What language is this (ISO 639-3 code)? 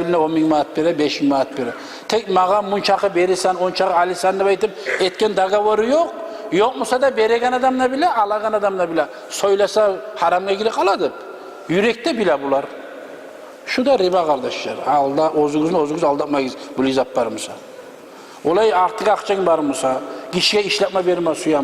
kum